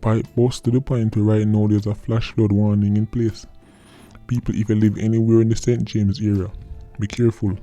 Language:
Jamaican Creole English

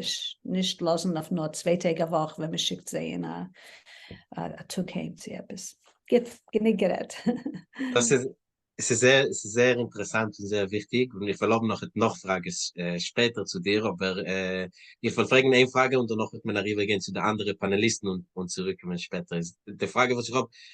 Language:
Yiddish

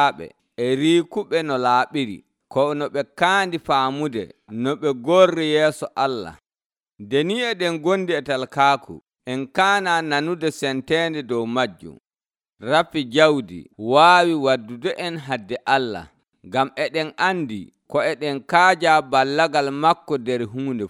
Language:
Nigerian Fulfulde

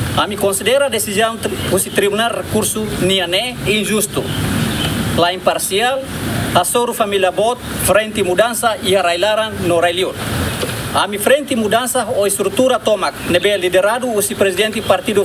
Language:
Tetum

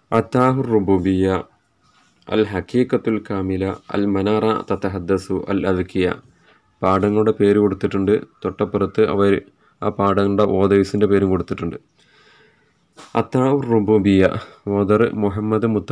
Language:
Malayalam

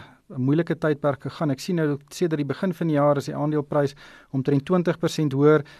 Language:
Afrikaans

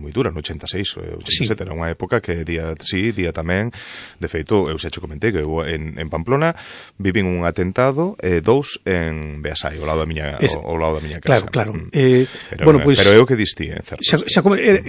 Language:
Galician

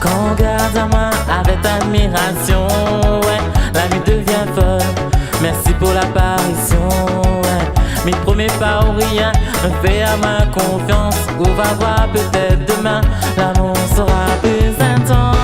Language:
Réunion Creole French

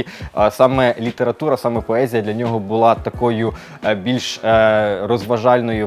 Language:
Ukrainian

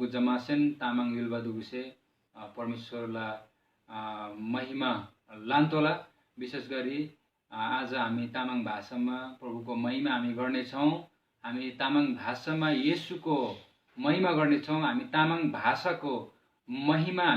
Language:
Eastern Tamang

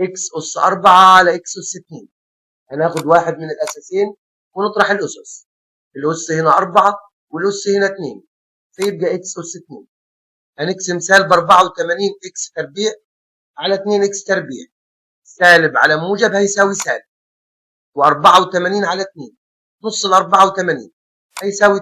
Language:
Egyptian Arabic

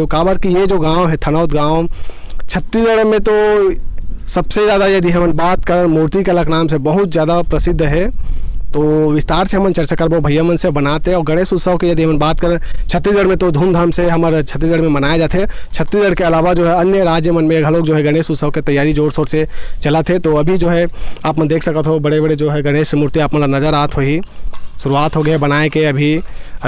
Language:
Chhattisgarhi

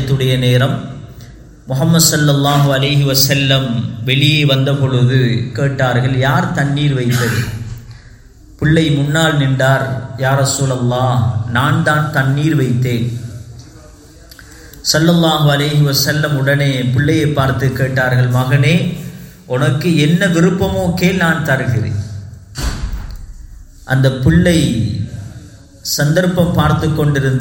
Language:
Tamil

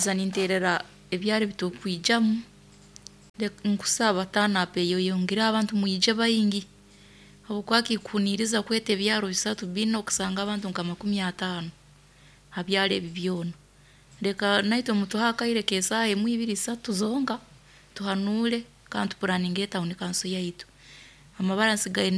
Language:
Nyoro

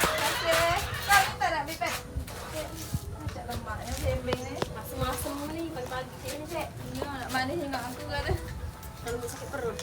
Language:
Musi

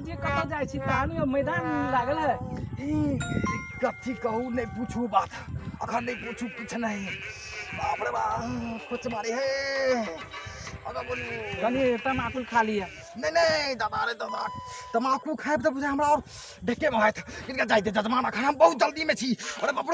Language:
Maithili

